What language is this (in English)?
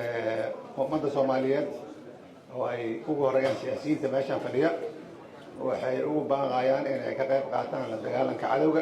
Somali